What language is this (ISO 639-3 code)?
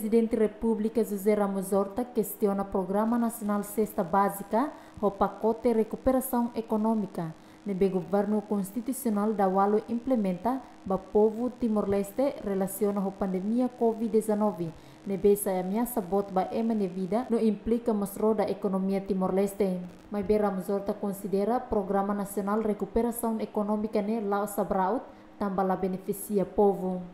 tet